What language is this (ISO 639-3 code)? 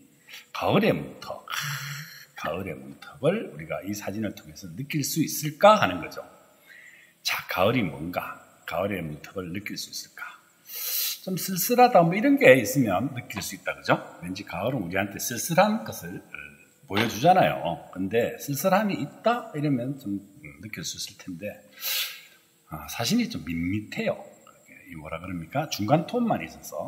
kor